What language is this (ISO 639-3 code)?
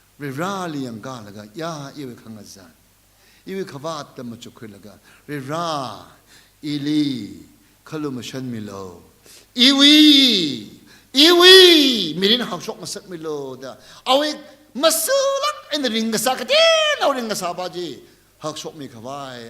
nmf